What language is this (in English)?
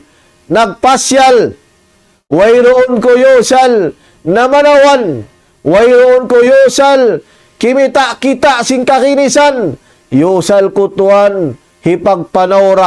Tausug